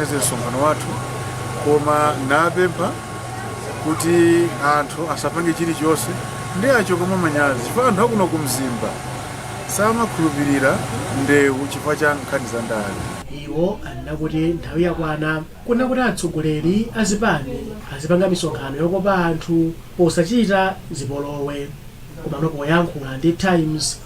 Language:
Nyanja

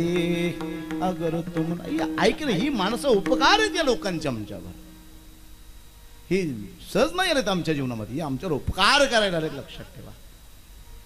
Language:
Marathi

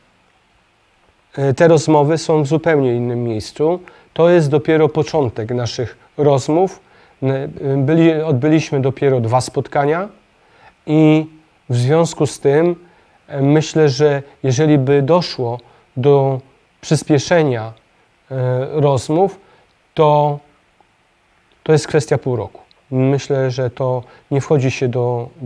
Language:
Polish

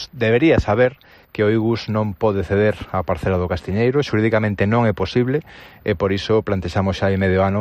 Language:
Galician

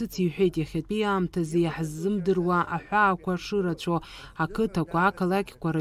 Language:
Abkhazian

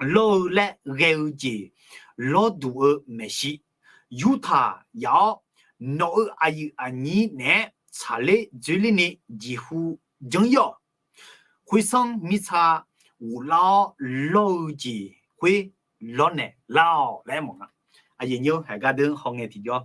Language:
Akha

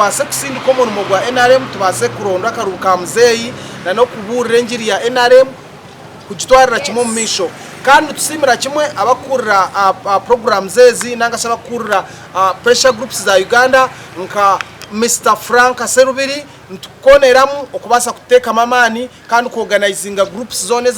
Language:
Nyankole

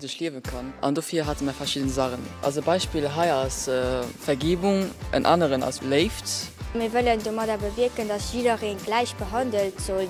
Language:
Luxembourgish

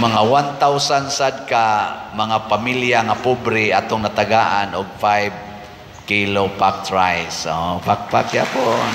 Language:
Cebuano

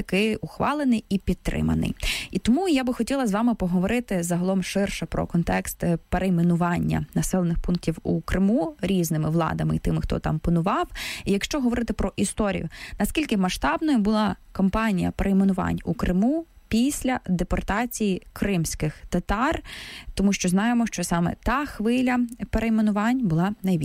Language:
Ukrainian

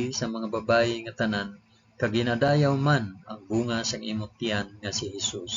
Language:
Hiligaynon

